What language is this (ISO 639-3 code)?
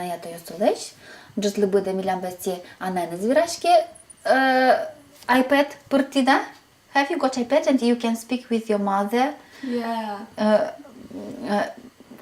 udm